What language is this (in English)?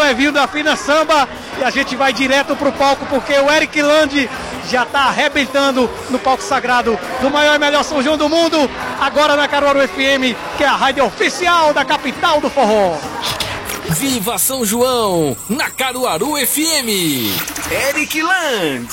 Portuguese